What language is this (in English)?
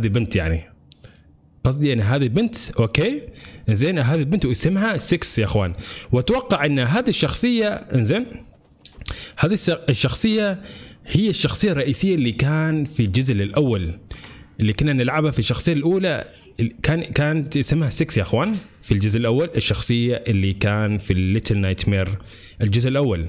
Gulf Arabic